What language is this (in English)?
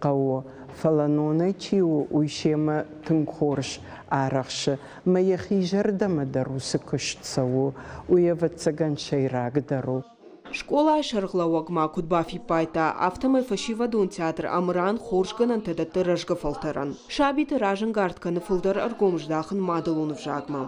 Ossetic